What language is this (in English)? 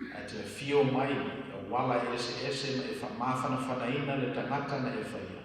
Samoan